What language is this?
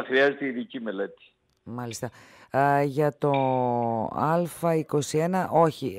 Greek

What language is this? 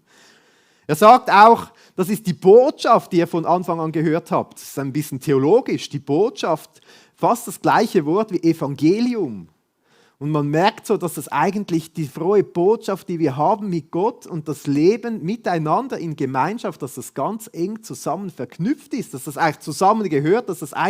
Swiss German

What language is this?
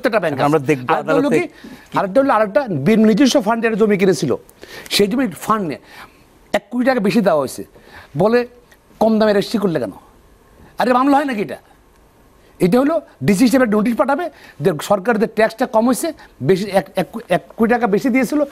Bangla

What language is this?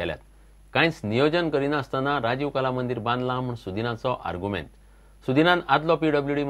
Konkani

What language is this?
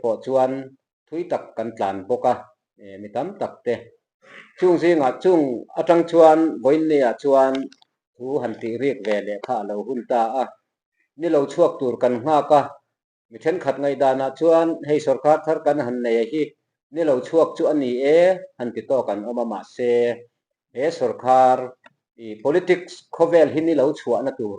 Mizo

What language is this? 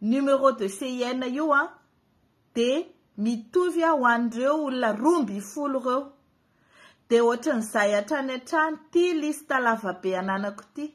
Malagasy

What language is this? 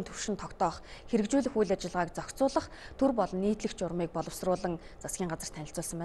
Mongolian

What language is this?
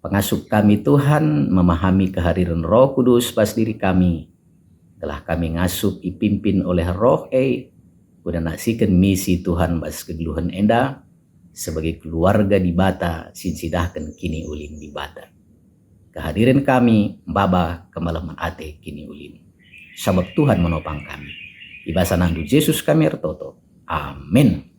Batak Karo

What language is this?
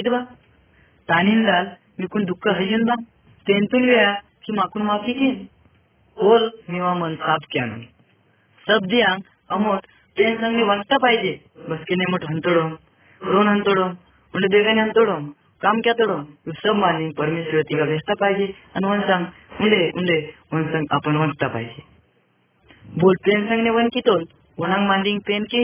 Gondi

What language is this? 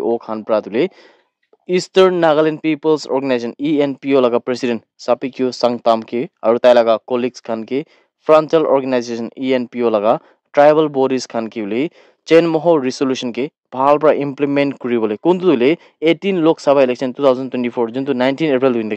Naga Pidgin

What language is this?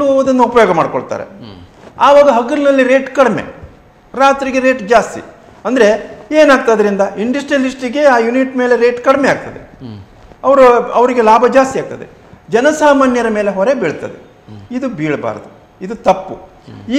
Kannada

